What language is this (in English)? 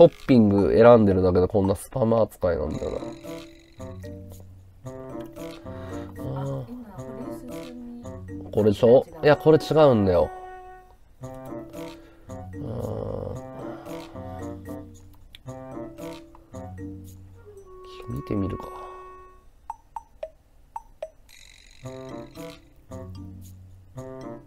Japanese